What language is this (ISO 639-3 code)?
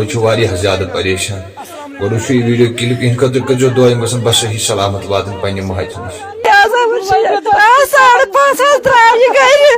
kas